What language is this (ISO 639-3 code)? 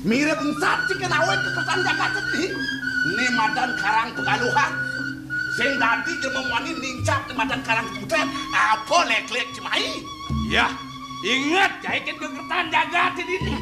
ban